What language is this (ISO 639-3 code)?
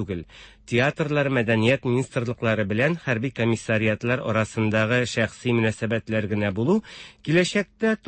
tat